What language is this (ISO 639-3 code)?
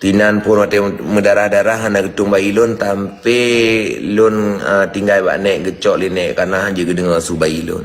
ace